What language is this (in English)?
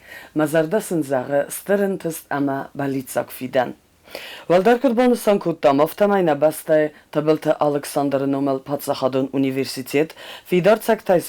Ossetic